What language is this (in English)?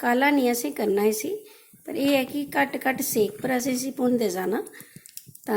Dogri